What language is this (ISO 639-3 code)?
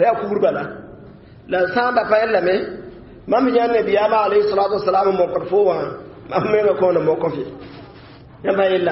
mos